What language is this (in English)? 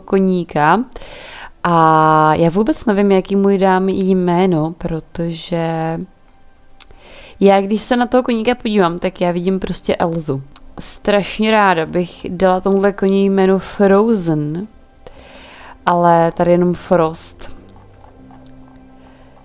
Czech